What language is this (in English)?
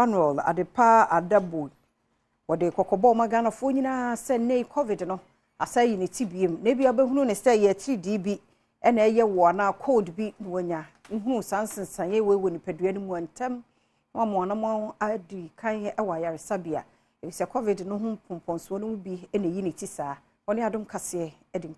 Akan